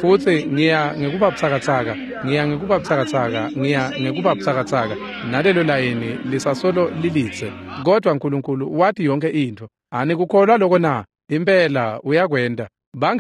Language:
Swati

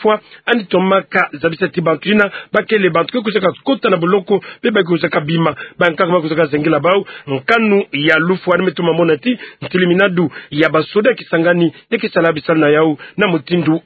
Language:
Kituba (Democratic Republic of Congo)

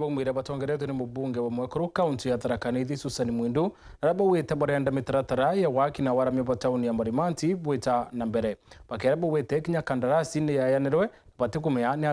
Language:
Meru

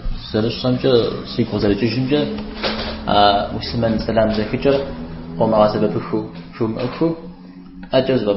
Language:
Kabardian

